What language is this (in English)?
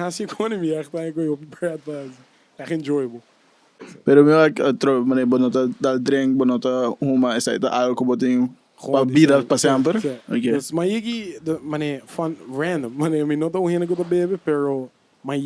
Papiamento